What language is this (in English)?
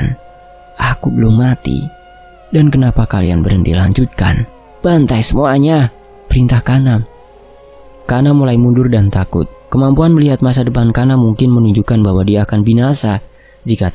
Indonesian